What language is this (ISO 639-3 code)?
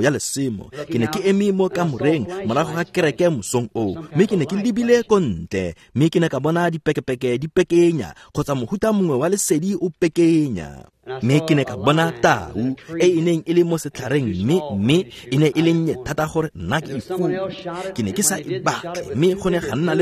tsn